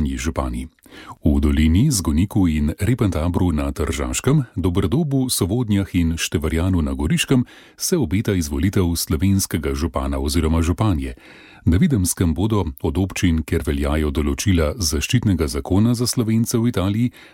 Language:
Slovenian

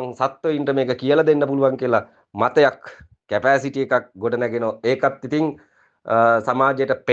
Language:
Sinhala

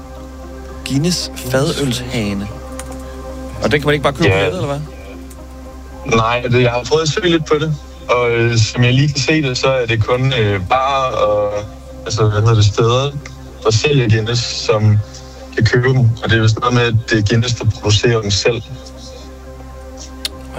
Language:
Danish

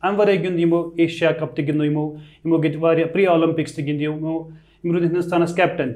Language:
Kashmiri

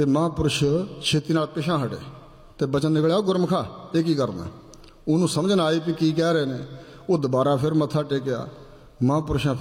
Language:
Punjabi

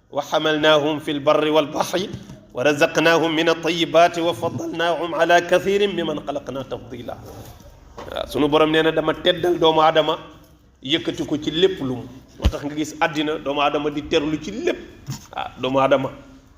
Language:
Wolof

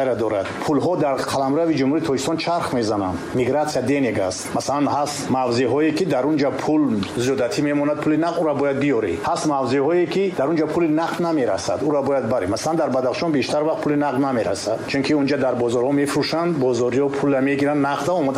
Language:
Tajik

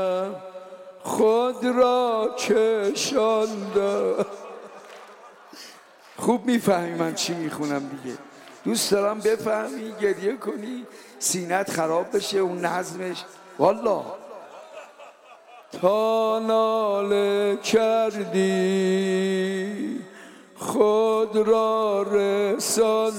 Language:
Persian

